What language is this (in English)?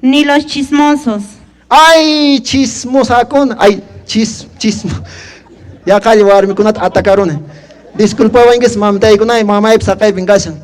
Quechua